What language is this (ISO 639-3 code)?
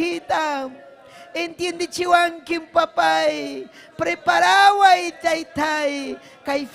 quy